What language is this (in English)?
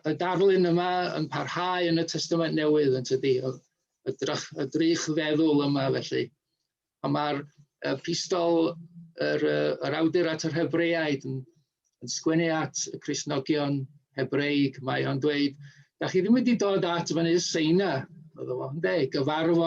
Welsh